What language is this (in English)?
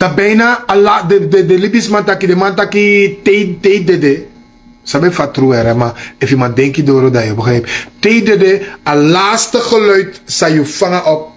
Sranan Tongo